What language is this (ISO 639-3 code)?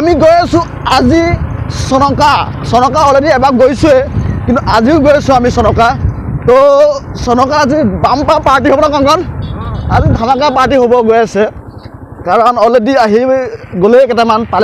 asm